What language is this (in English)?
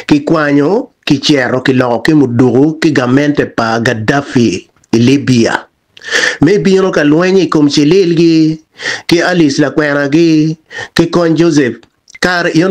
Acoli